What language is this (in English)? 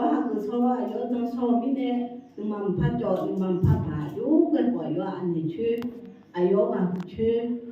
Akha